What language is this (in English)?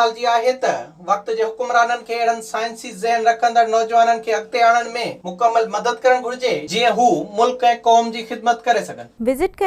Sindhi